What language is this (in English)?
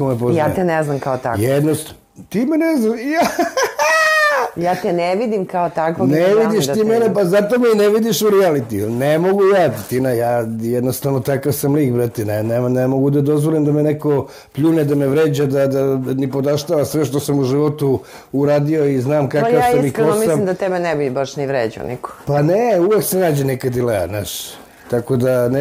Serbian